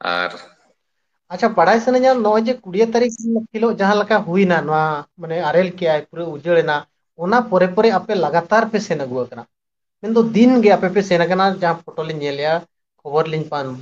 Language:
Santali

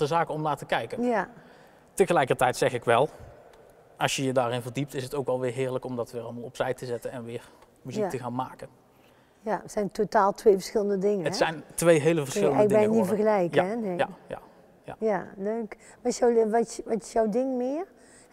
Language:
Dutch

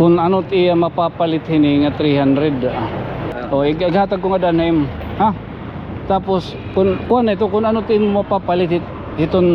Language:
Waray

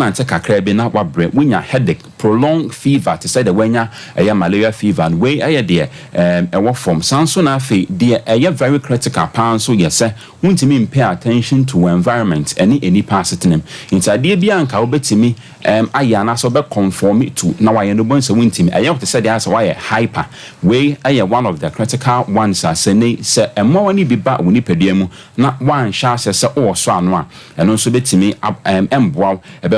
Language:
Akan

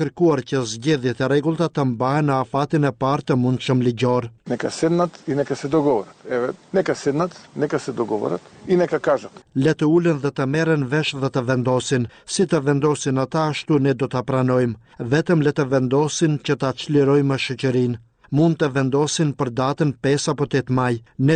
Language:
Albanian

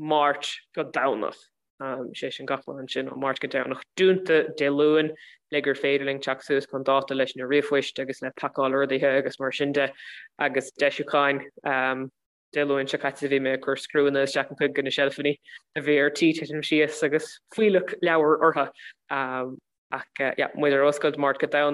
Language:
Irish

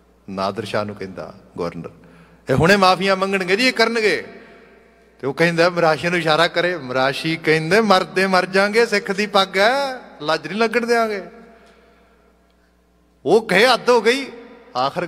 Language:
Punjabi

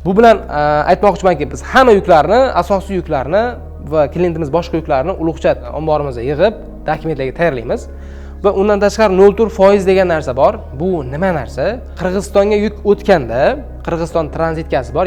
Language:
Uzbek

